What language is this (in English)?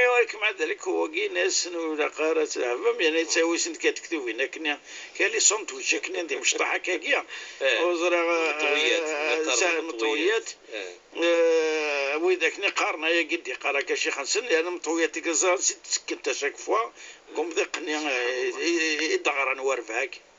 Moroccan Arabic